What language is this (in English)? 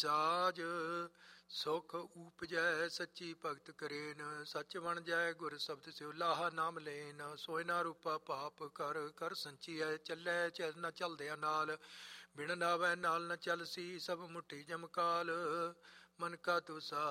Punjabi